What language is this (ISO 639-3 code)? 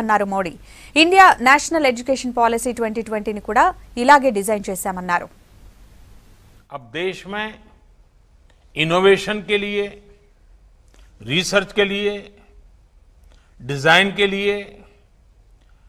tel